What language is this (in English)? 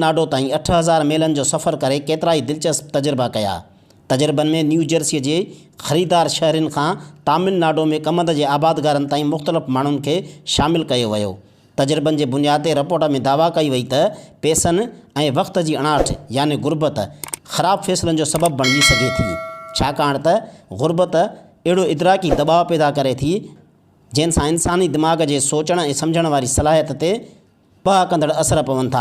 Sindhi